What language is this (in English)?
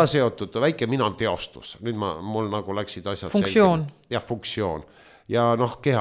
Estonian